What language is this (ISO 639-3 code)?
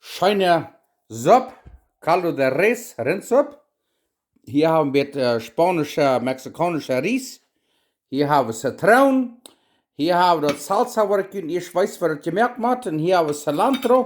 pdt